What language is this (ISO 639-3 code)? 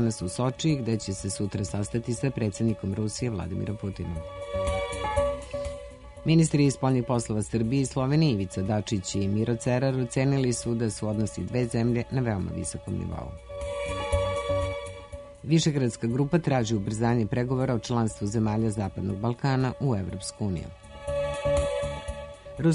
srp